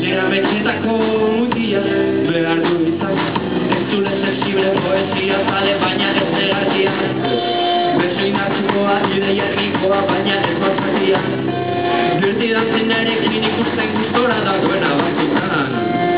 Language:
Basque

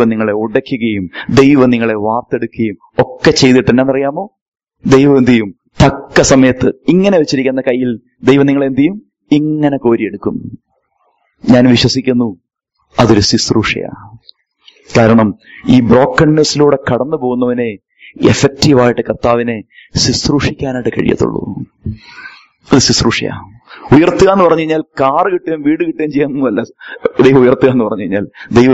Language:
Malayalam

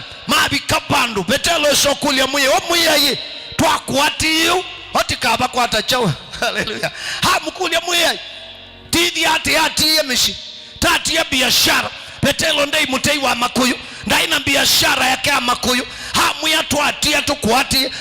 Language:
Kamba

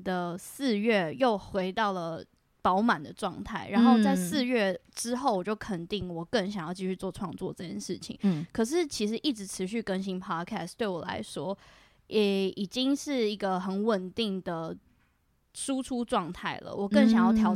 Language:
Chinese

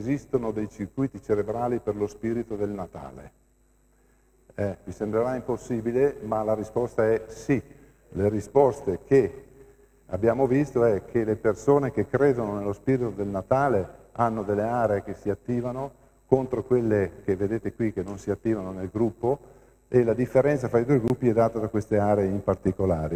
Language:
Italian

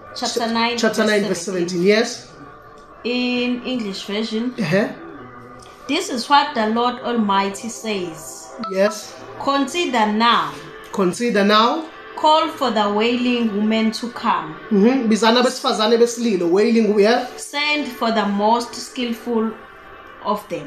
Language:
Zulu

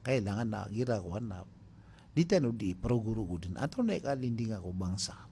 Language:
Maranao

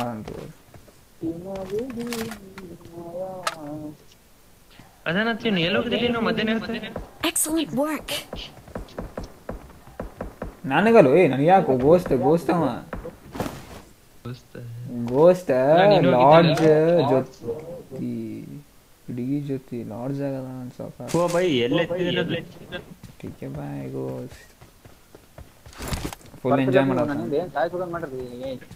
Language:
Kannada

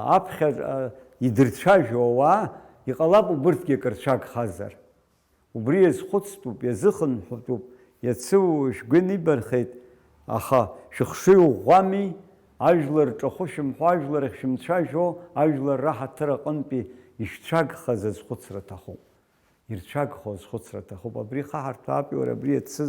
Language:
Abkhazian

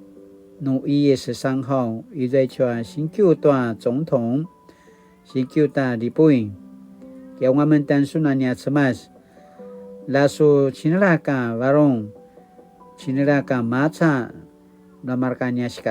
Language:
Paiwan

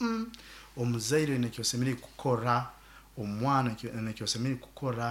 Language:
Nyoro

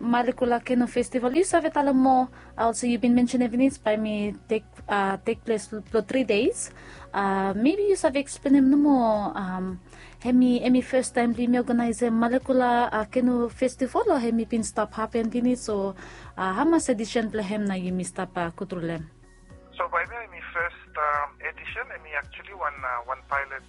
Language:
Bislama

